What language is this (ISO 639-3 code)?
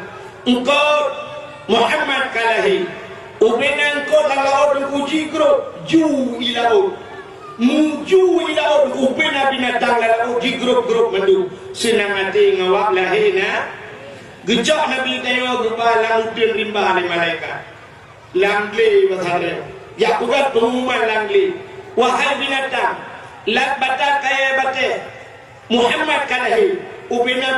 ace